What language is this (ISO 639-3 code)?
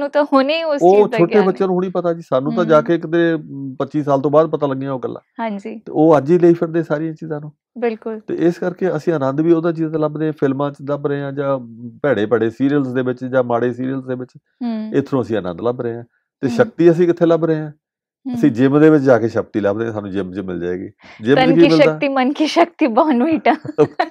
pan